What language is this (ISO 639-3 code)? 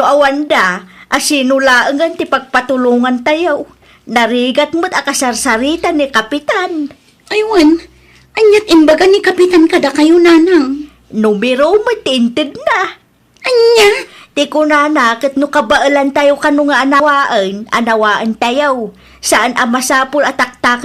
ilo